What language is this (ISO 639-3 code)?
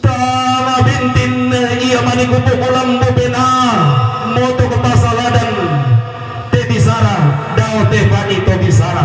sda